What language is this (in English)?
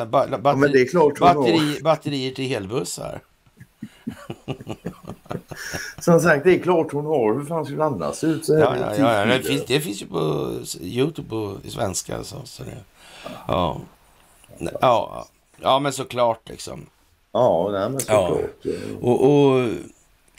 Swedish